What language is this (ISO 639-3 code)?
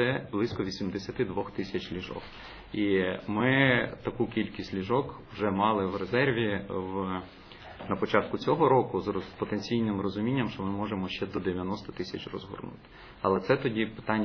ukr